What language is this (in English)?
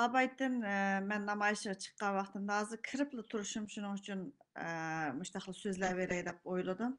Uyghur